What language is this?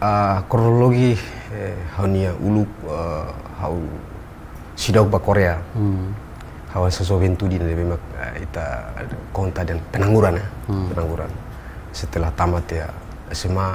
Tetum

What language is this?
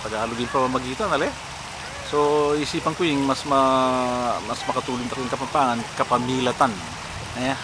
Pampanga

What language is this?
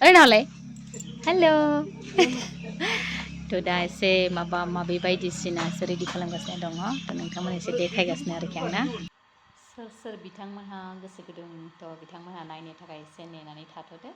Bodo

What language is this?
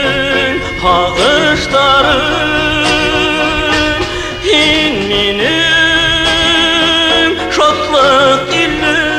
Bashkir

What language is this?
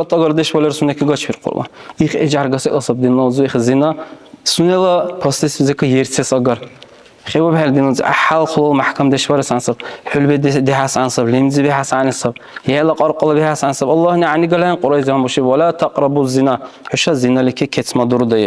Dargwa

